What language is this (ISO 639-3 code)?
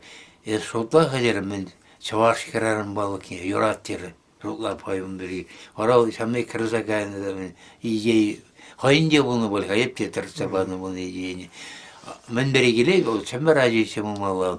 chv